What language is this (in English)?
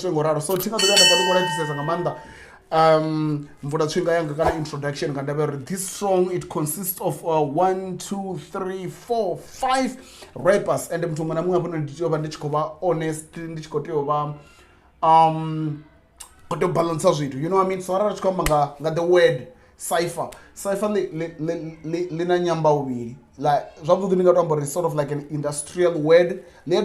Venda